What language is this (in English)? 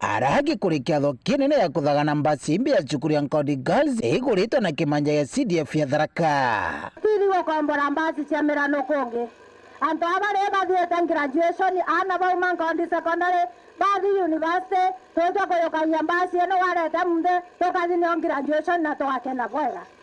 Meru